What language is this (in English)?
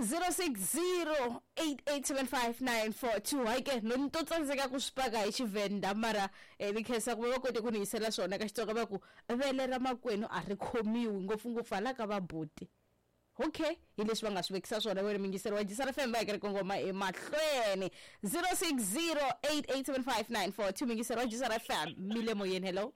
Tsonga